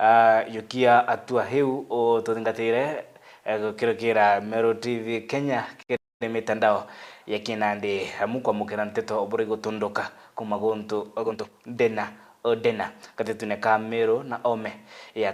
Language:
Meru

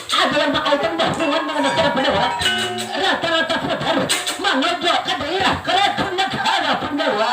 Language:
Banjar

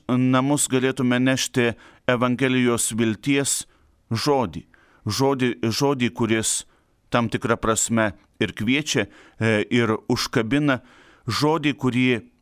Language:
Lithuanian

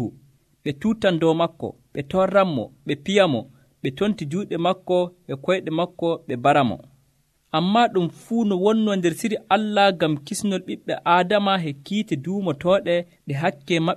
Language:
Nigerian Fulfulde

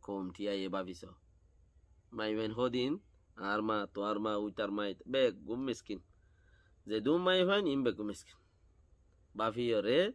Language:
Rohingya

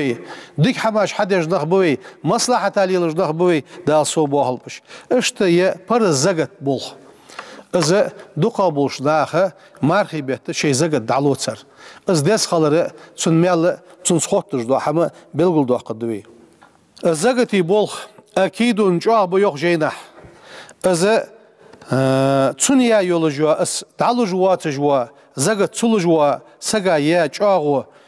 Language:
Ingush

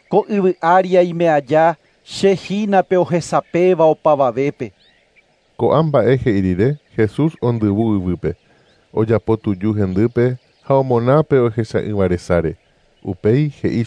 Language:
Guarani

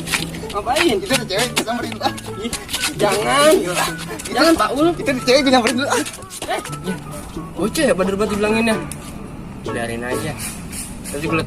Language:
Betawi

